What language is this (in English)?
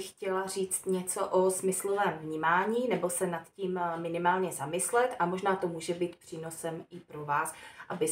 Czech